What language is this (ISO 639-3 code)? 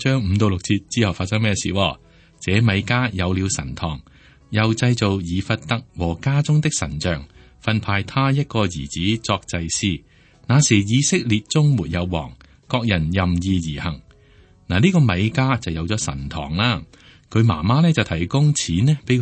yue